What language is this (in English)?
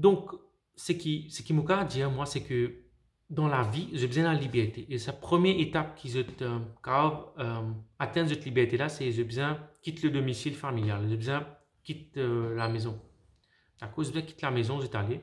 Morisyen